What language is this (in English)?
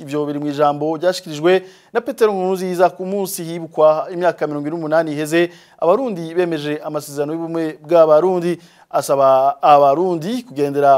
Rundi